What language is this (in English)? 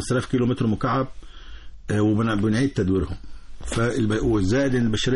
Egyptian Arabic